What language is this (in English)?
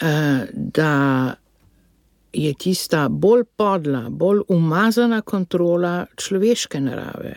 Slovenian